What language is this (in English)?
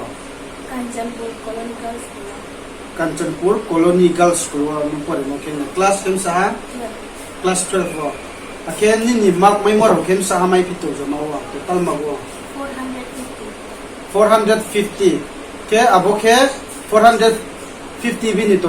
Riang (India)